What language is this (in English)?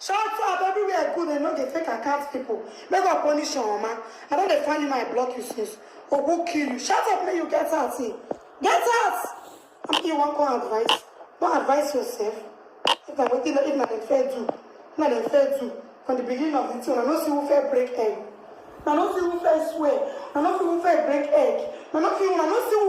Nigerian Pidgin